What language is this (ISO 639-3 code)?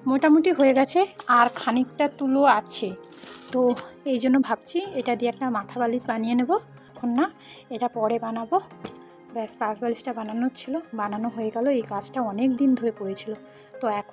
ben